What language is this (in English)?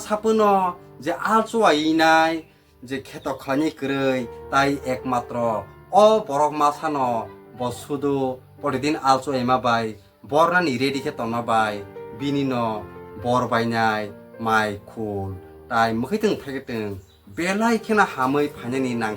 Kok Borok